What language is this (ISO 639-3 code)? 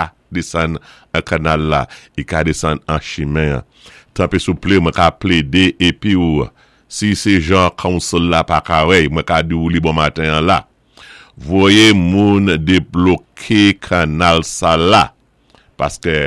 acf